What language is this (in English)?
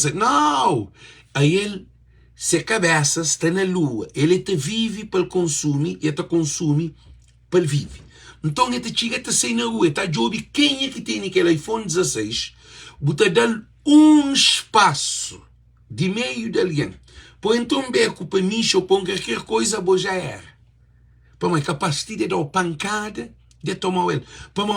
Kabuverdianu